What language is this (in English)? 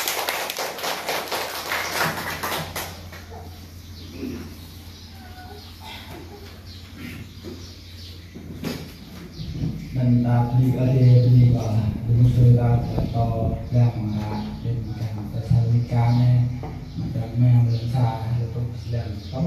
Vietnamese